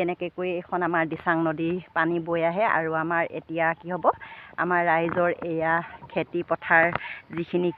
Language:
Assamese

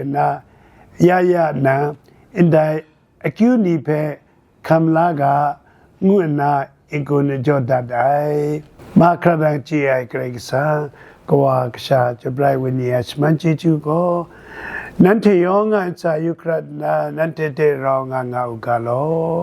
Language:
Kachin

